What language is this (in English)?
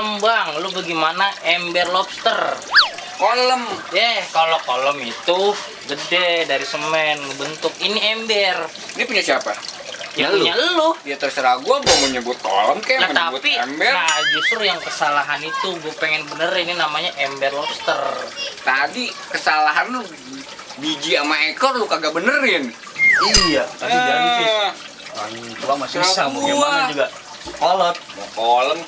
Betawi